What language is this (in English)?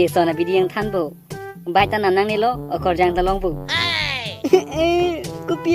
Karbi